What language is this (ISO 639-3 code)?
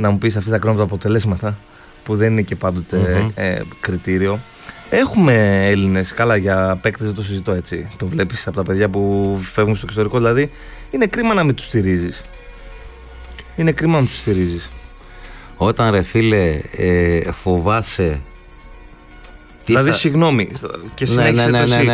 ell